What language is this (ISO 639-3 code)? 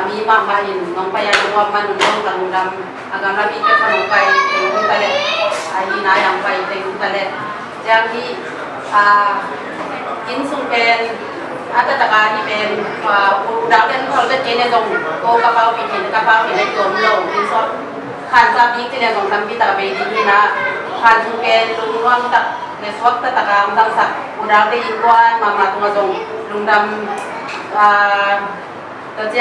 ctd